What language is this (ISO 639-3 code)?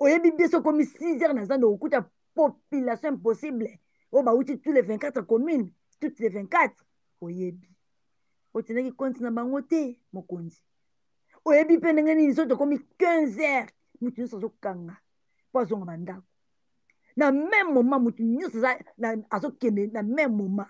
lin